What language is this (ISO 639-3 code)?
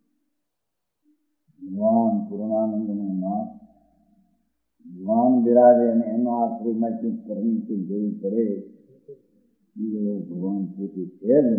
guj